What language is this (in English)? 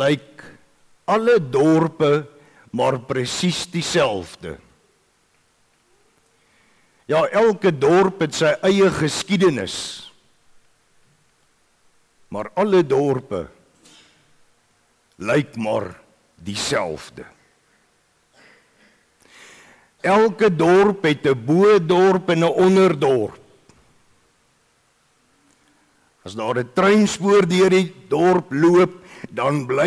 Afrikaans